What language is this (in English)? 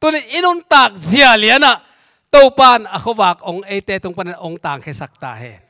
Tedim Chin